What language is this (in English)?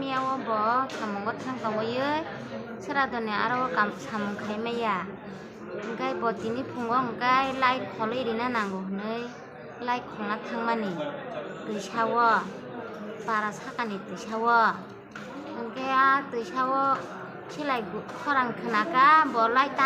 Kok Borok